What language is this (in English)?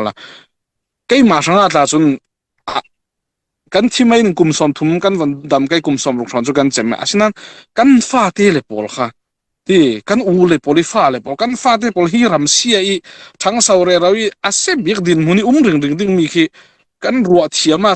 Falam Chin